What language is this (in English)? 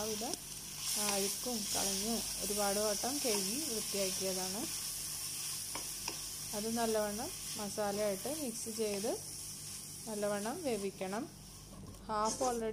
Malayalam